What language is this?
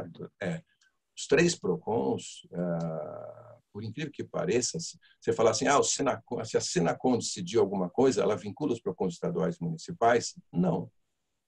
Portuguese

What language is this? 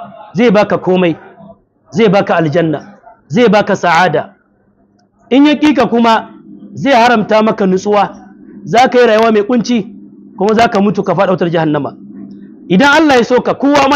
Hausa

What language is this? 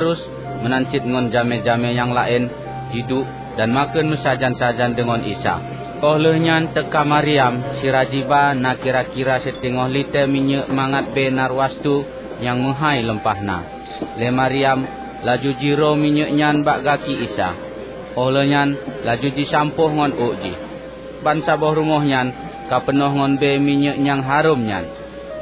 Achinese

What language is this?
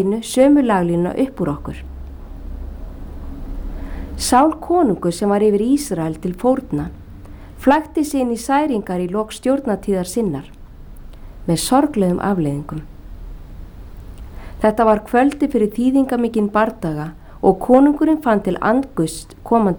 Icelandic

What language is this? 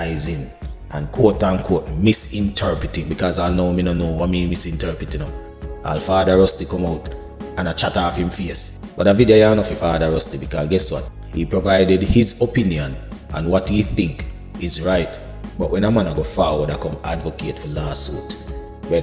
Jamaican Creole English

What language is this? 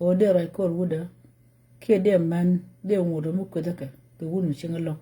Nuer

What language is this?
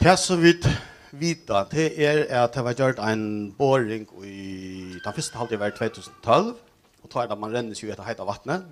Faroese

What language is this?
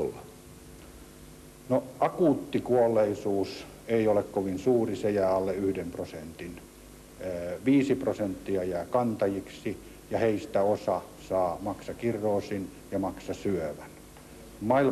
Finnish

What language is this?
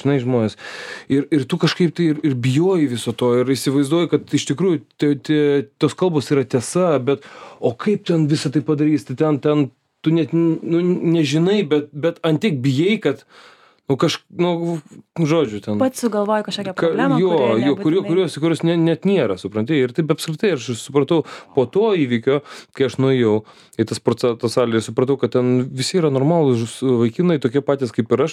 Lithuanian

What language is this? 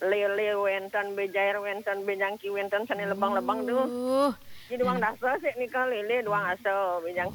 Balinese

